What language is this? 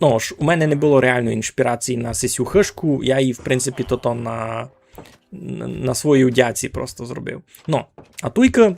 Rusyn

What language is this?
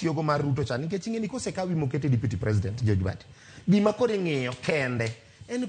Luo (Kenya and Tanzania)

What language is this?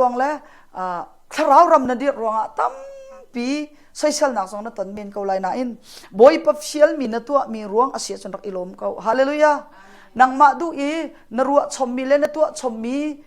Hakha Chin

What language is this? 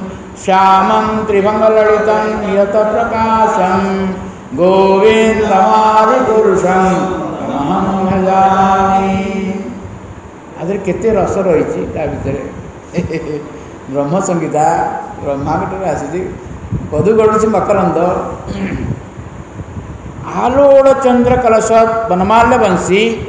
Odia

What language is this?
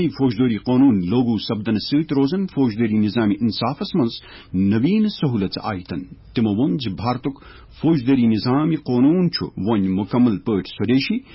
Kashmiri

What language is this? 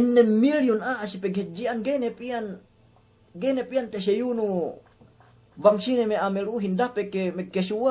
Yakan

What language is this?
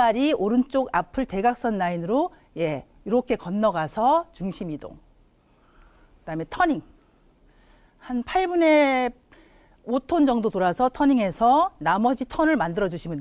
Korean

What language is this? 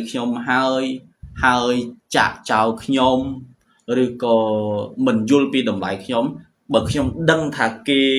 Khmer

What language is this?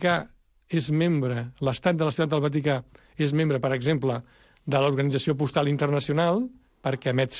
Catalan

